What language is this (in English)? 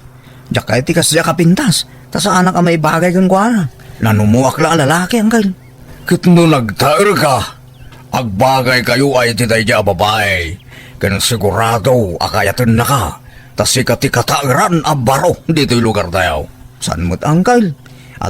Iloko